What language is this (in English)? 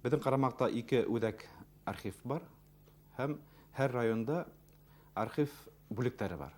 Bashkir